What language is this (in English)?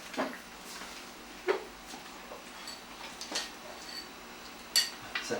Hakka Chinese